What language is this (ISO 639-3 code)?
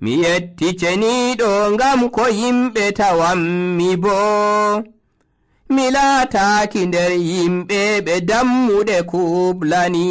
fuv